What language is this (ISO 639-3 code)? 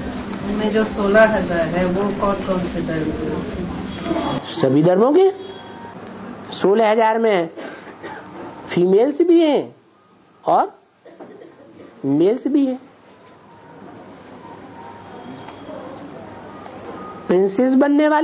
hin